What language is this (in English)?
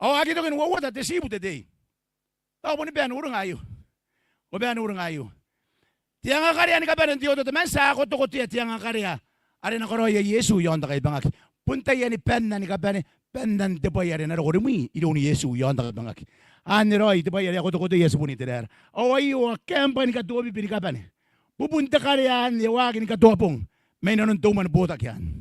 Gilbertese